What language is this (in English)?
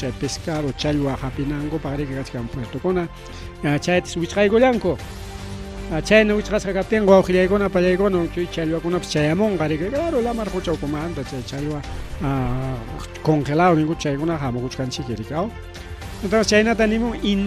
Ayacucho Quechua